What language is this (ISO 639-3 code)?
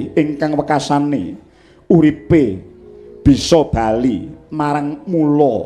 jav